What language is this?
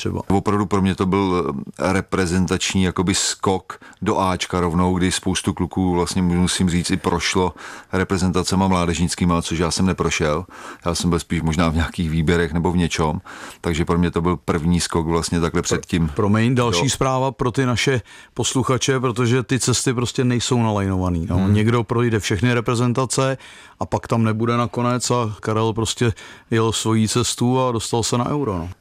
Czech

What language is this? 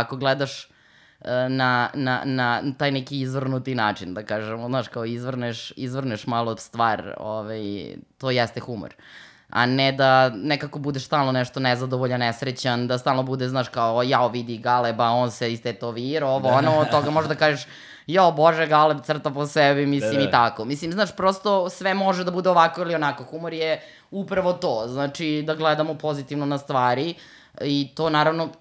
Serbian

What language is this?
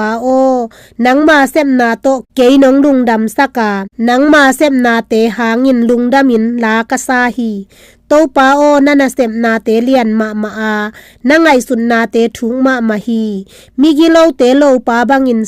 Tedim Chin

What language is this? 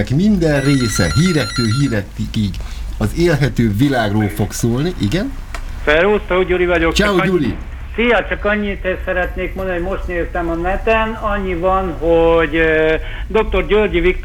Hungarian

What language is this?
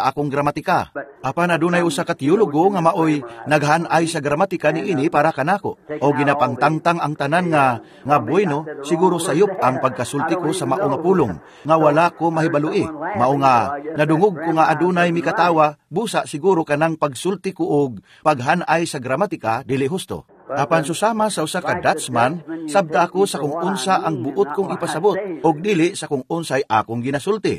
Cebuano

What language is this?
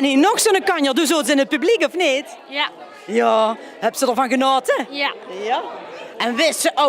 Limburgish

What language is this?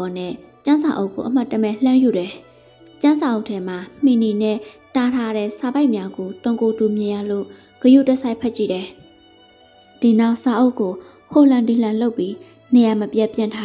Burmese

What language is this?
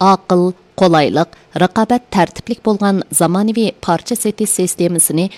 Uyghur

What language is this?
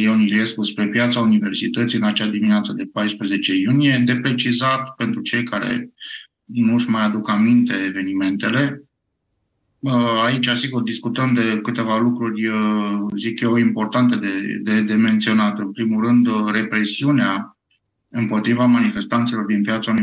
Romanian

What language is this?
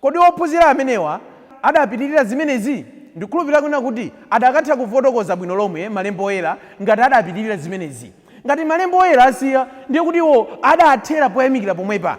Nyanja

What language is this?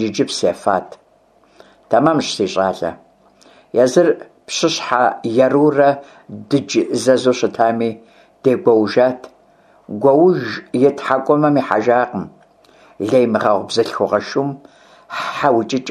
Kabardian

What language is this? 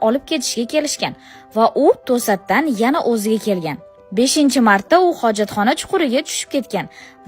Uzbek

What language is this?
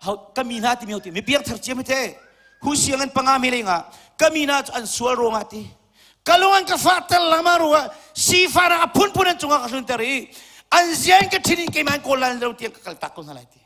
Hakha Chin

